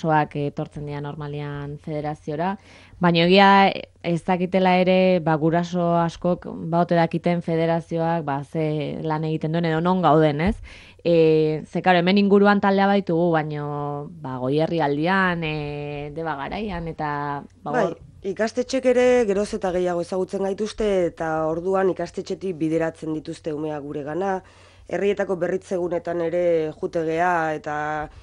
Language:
Basque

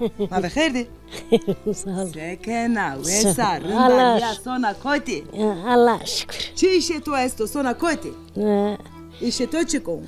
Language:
Zaza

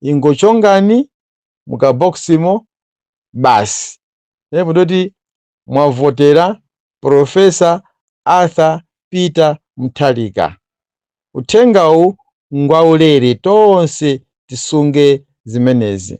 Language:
Nyanja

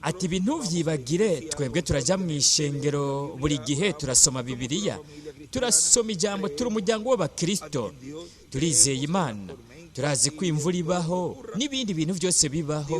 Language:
Rundi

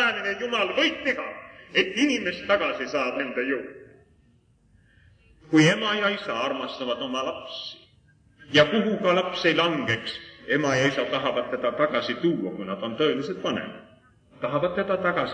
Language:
Estonian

